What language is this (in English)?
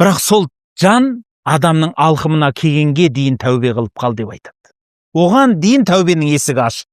Kazakh